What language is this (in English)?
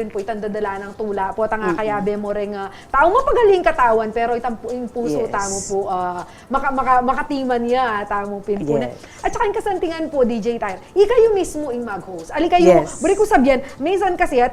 Pampanga